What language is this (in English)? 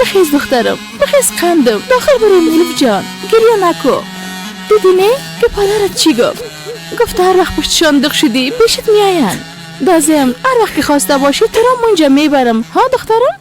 Persian